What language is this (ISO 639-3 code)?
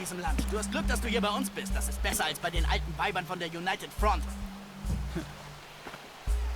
bar